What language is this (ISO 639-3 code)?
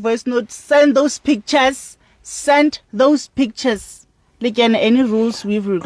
sot